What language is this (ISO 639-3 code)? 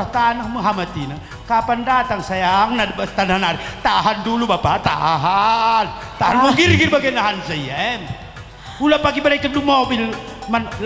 btx